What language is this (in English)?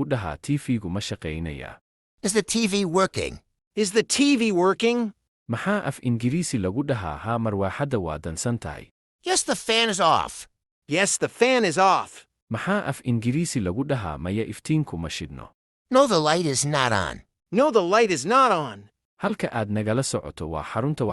Somali